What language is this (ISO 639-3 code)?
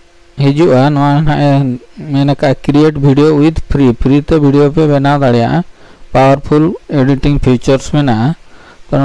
sat